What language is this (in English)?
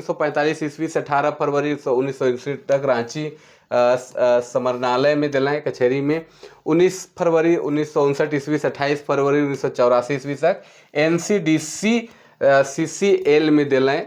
Sadri